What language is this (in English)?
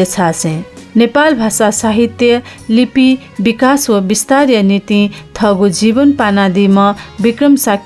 Newari